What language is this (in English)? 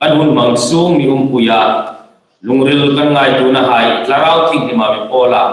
Hmar